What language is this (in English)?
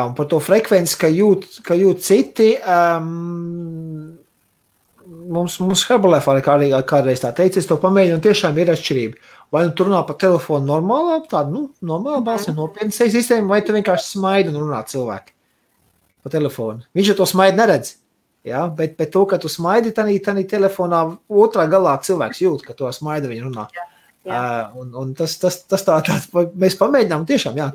Latvian